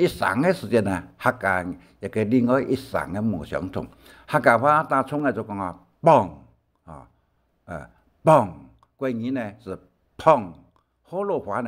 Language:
Hakka Chinese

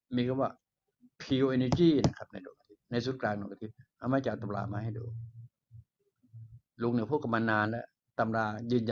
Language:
Thai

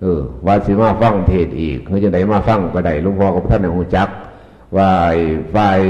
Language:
Northeastern Thai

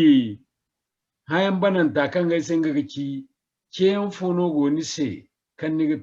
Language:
Zarma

